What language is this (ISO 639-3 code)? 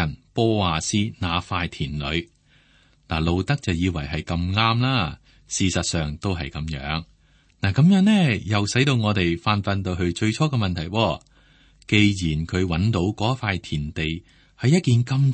yue